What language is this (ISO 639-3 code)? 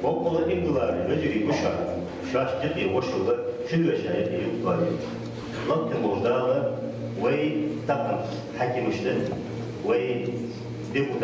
inh